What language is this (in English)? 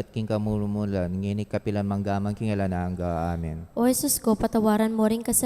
Pampanga